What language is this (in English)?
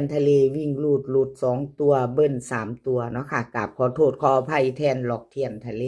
Northeastern Thai